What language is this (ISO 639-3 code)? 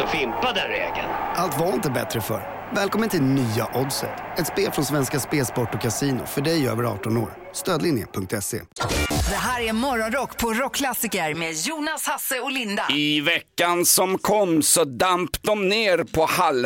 swe